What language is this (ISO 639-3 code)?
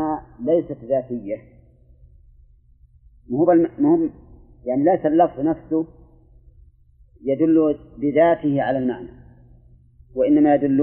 ara